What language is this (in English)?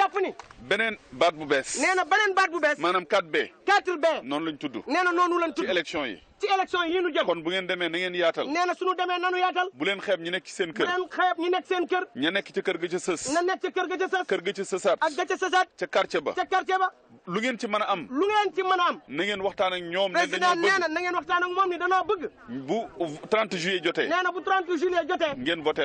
Wolof